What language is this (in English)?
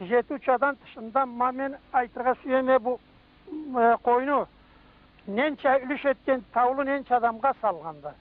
Karachay-Balkar